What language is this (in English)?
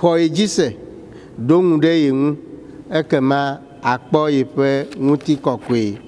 Ewe